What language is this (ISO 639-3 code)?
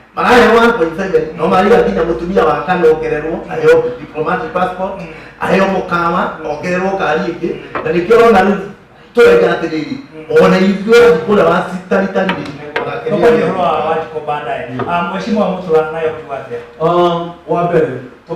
kik